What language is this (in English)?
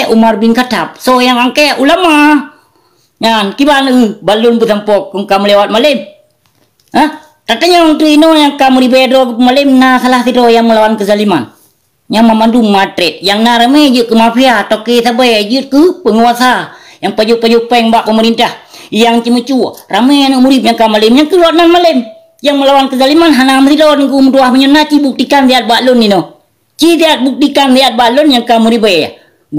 Achinese